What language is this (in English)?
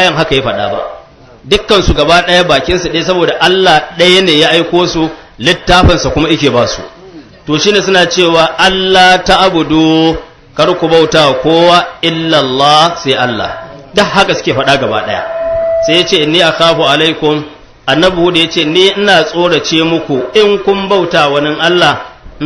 Hausa